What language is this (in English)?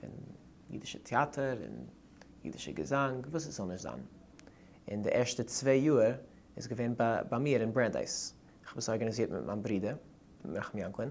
Yiddish